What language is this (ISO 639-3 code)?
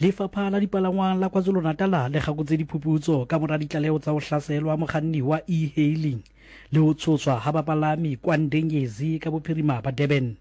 sot